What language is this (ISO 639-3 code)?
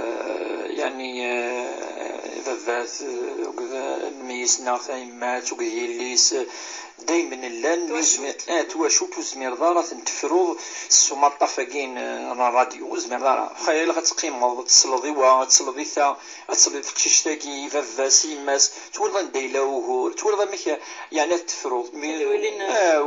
kab